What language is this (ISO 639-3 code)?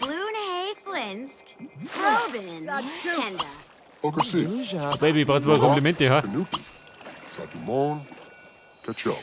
bar